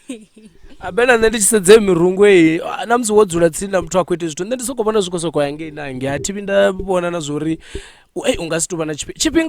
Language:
Venda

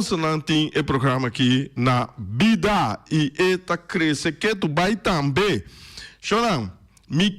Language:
Papiamento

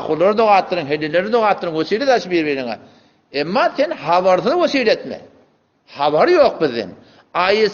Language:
Turkmen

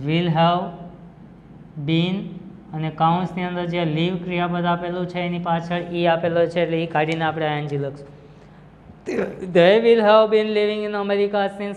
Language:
Gujarati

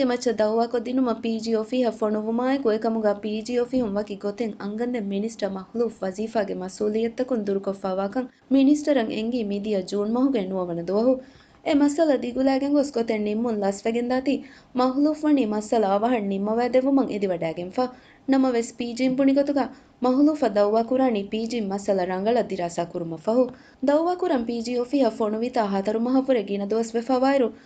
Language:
Divehi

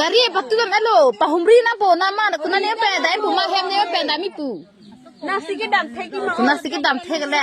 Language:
Karbi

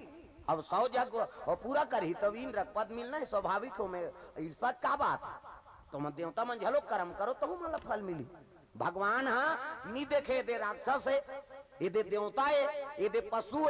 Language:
Chhattisgarhi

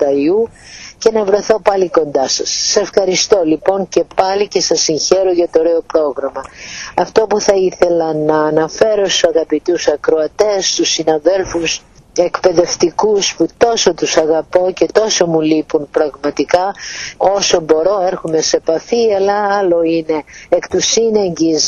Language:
Greek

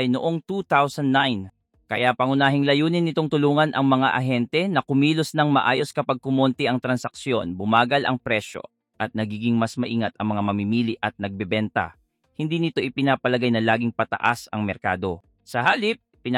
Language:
Filipino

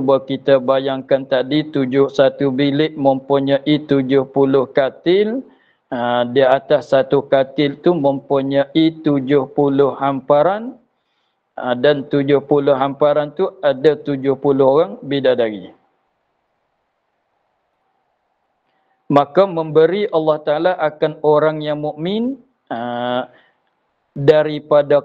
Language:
Malay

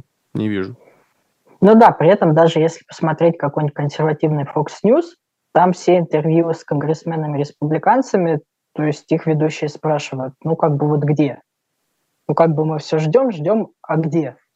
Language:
Russian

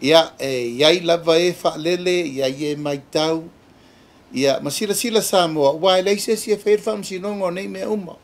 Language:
Samoan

